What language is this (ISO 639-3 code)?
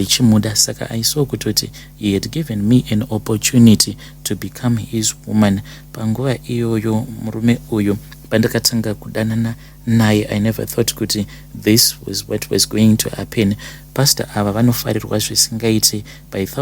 sna